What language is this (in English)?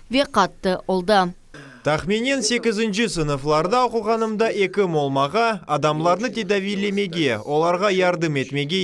Crimean Tatar